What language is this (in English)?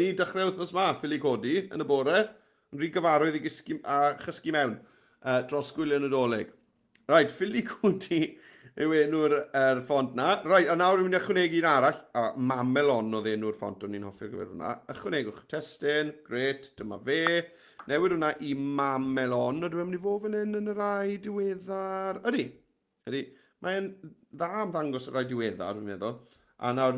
Welsh